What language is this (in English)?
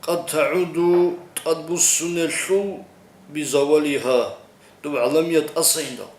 Avaric